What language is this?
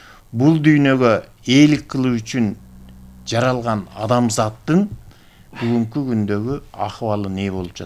Kyrgyz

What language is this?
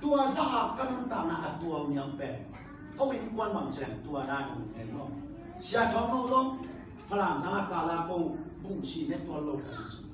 Tedim Chin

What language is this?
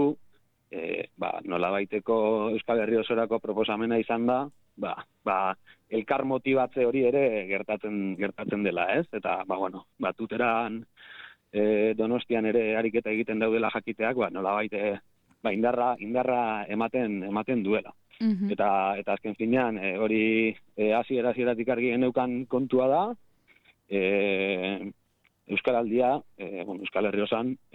Basque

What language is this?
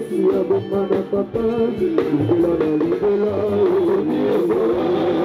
Lingala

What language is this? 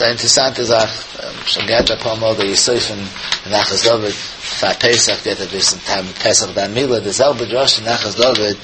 Yiddish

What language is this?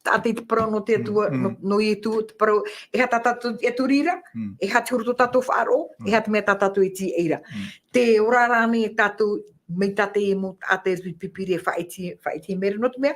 Tahitian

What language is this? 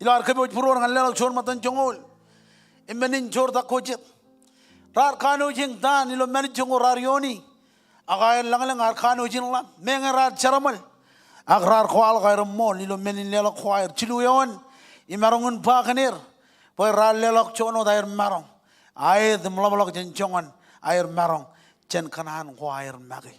Marshallese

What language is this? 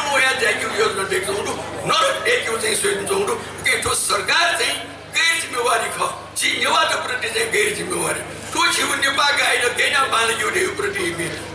Newari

